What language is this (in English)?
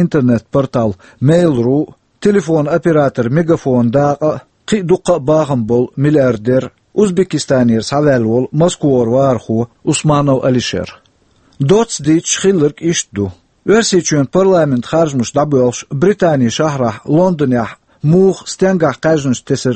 Chechen